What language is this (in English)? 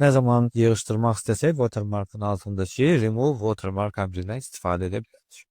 Azerbaijani